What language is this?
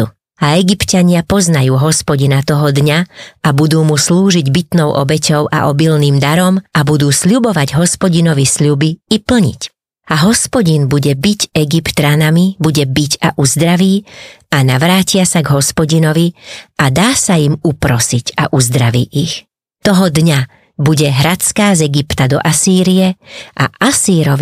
Slovak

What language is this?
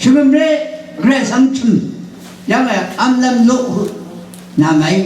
Rawang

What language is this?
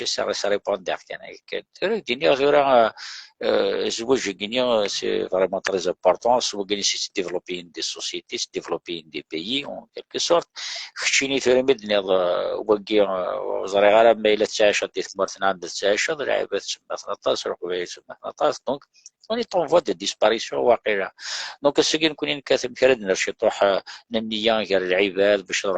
Kabyle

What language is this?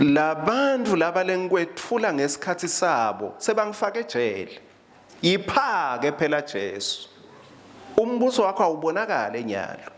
Swati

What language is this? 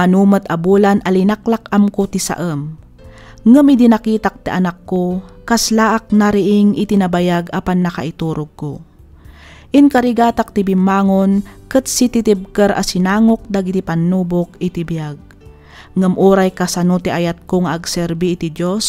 Iloko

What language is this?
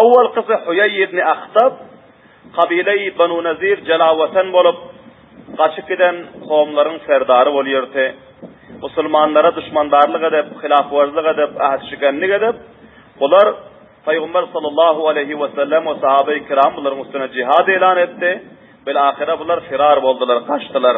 Turkmen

